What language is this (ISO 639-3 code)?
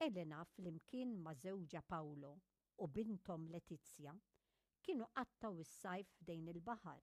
mlt